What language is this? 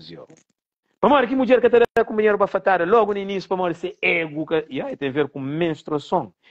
Kabuverdianu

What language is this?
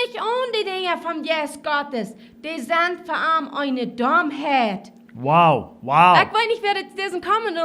Plautdietsch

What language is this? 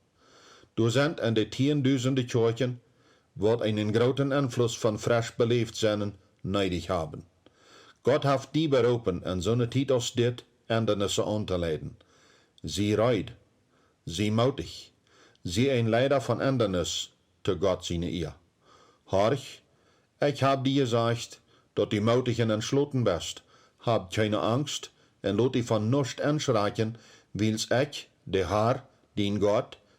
Plautdietsch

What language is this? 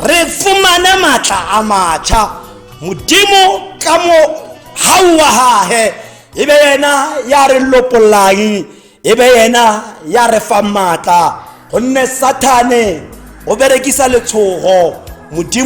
Tswana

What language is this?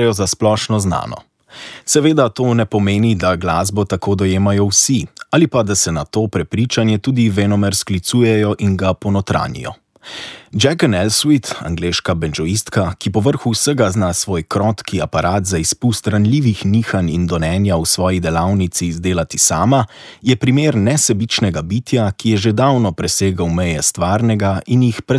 Slovenian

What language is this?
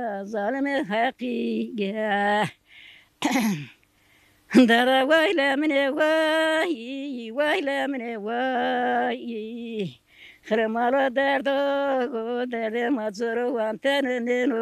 Zaza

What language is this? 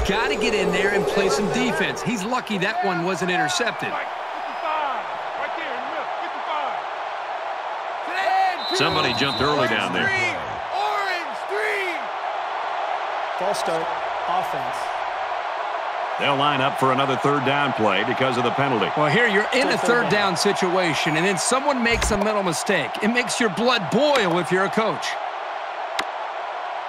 English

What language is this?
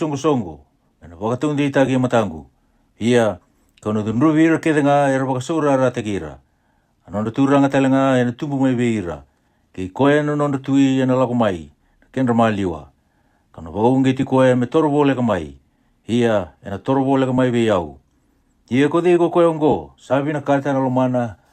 Fijian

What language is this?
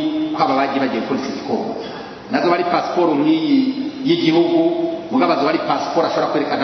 Rundi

